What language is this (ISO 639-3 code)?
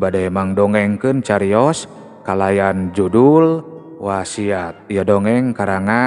sun